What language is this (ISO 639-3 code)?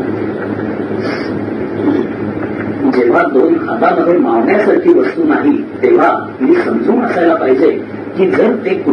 mar